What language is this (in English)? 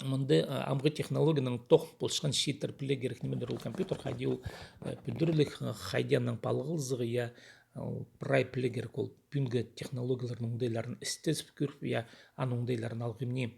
Khakas